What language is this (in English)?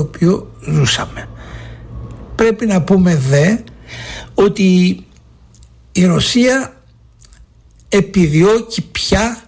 Greek